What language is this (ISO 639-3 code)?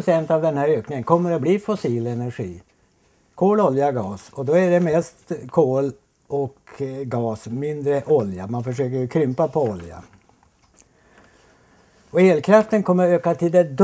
swe